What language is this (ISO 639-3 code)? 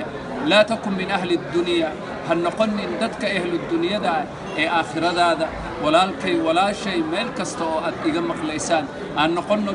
som